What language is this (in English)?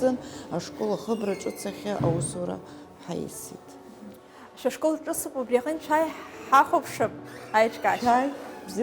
Abkhazian